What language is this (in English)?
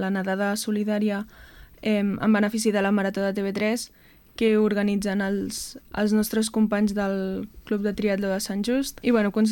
Catalan